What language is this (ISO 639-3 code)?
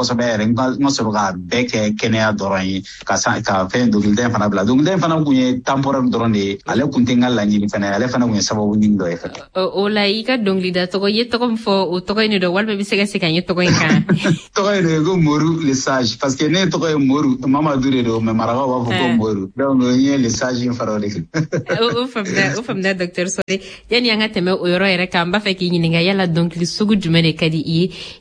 bam